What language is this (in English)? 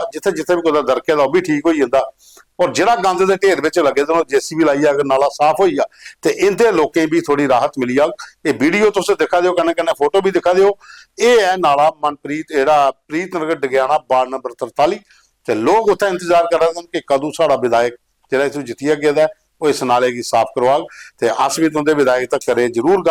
Dogri